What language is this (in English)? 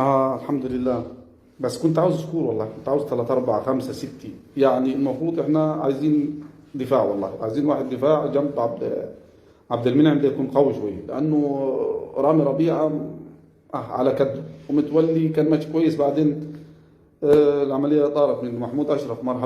Egyptian Arabic